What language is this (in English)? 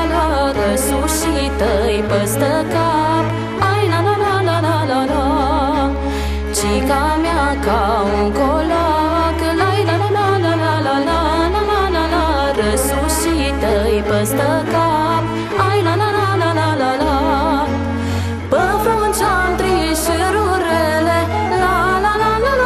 Romanian